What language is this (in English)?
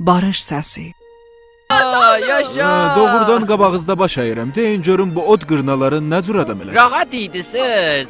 South Azerbaijani